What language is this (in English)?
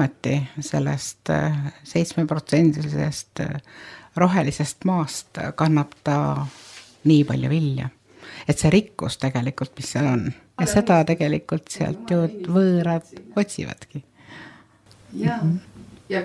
Estonian